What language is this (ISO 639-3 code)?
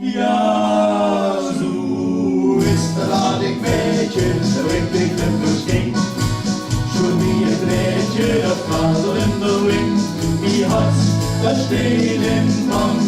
lim